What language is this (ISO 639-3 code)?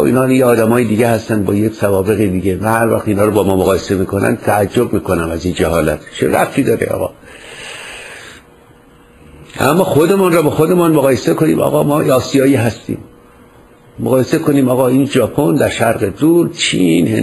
fas